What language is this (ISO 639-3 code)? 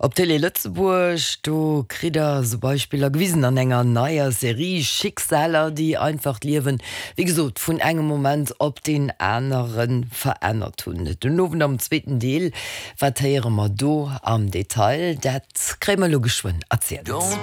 ltz